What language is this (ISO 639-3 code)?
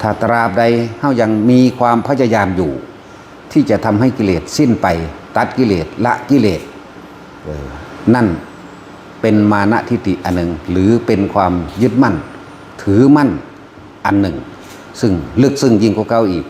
tts